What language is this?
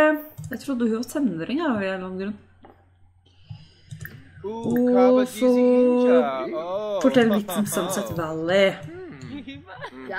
Norwegian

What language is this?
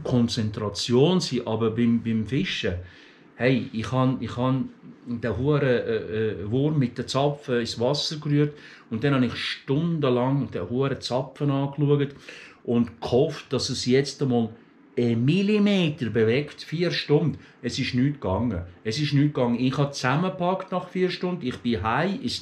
Swiss German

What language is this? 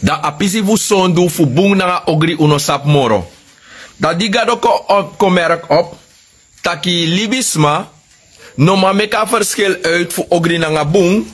Sranan Tongo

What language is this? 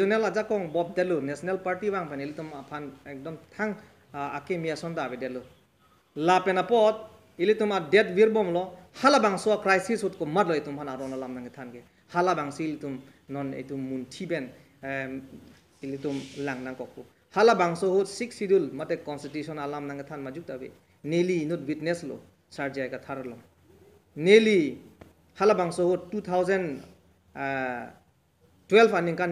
Karbi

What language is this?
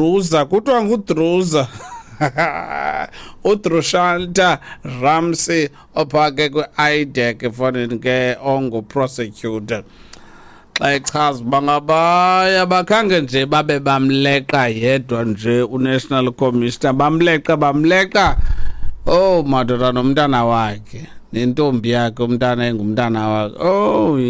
Xhosa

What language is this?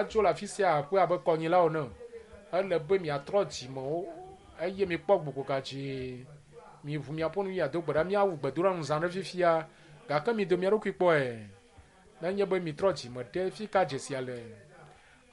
Ewe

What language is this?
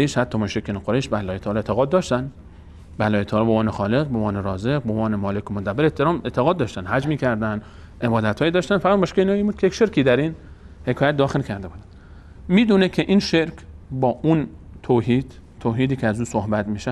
Persian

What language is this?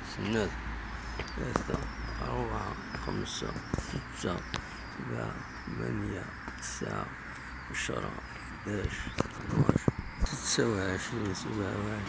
Kabyle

